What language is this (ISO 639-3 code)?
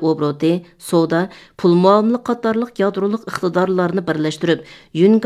uig